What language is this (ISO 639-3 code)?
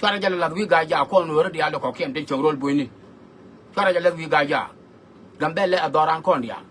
nus